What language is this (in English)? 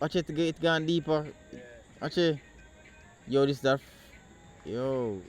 Jamaican Creole English